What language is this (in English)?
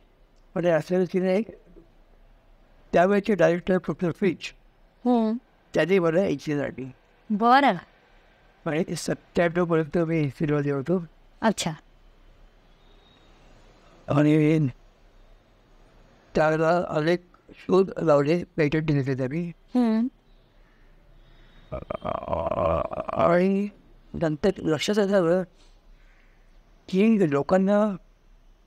Marathi